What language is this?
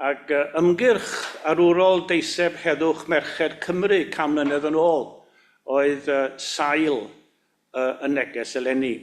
Welsh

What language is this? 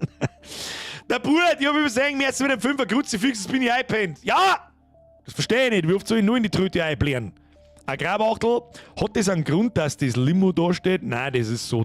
Bavarian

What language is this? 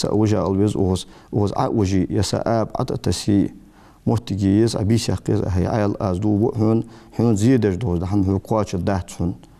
Ingush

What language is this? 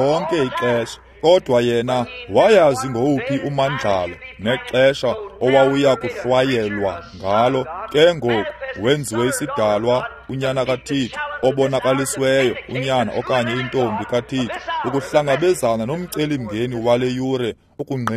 Xhosa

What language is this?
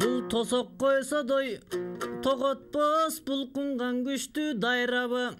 Kyrgyz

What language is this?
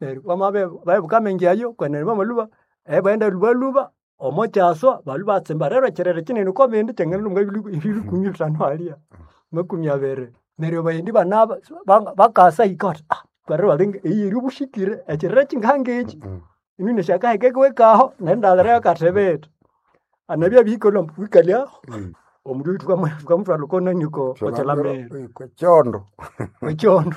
Nande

